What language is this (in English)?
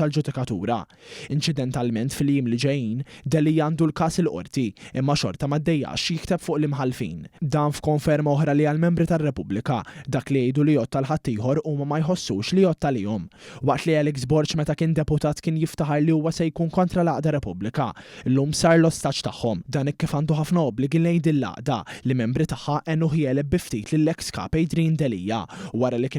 Maltese